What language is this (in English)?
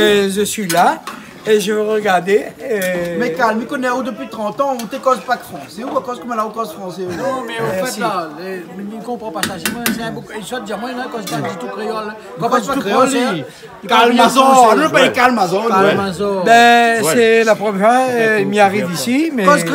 Réunion Creole French